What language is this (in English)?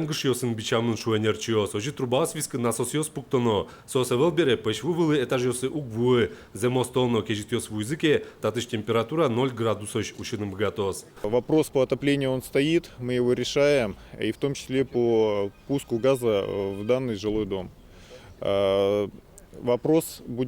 Udmurt